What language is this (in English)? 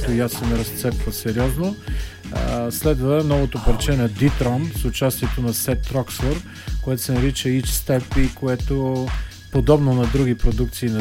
Bulgarian